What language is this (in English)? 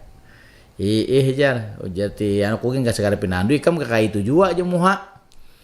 Banjar